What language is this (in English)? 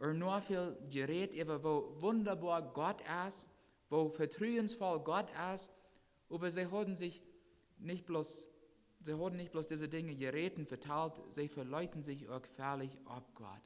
Plautdietsch